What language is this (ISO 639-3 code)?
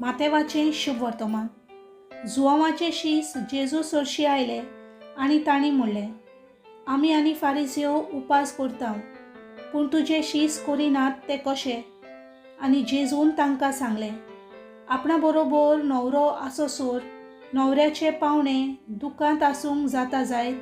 kok